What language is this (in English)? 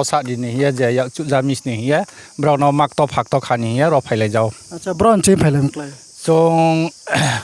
Riang (India)